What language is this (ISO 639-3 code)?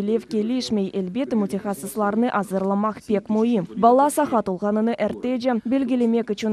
crh